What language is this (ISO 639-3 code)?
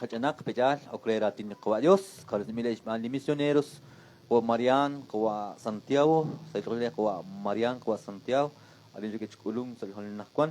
kek